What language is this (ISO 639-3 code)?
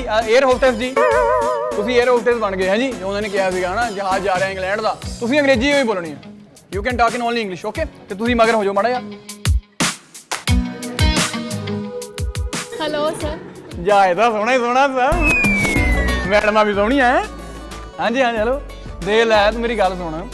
pan